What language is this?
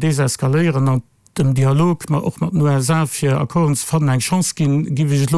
Luxembourgish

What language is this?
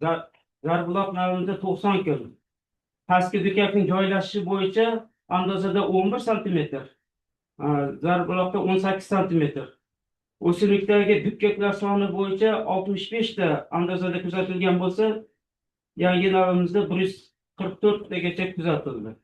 Uzbek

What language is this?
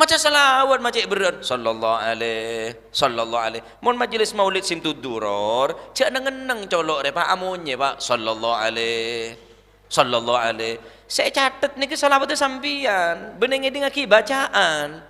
Madurese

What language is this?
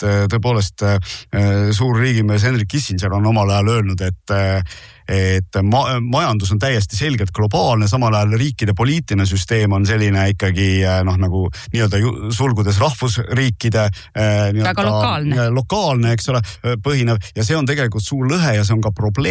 Estonian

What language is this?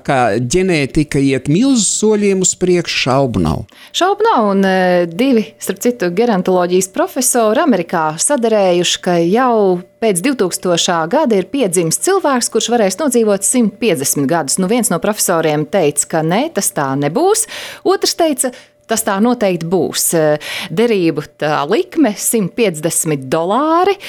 Latvian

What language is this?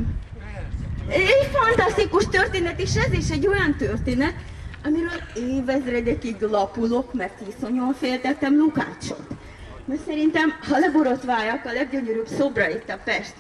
Hungarian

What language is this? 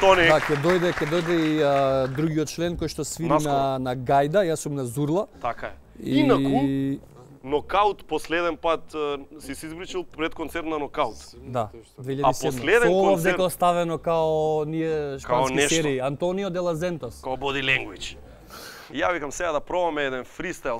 Macedonian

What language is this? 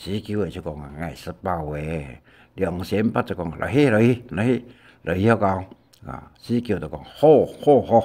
Hakka Chinese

